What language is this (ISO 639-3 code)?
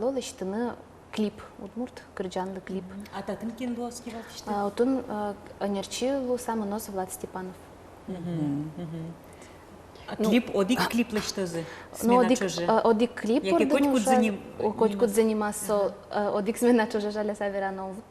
udm